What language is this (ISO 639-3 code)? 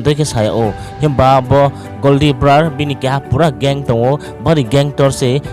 ria